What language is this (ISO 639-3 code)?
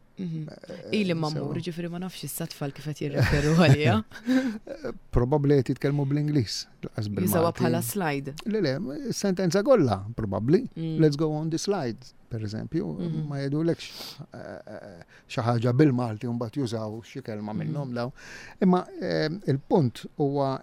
mlt